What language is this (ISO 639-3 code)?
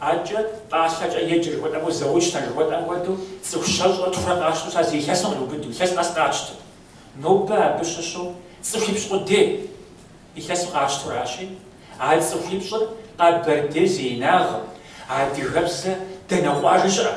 kbd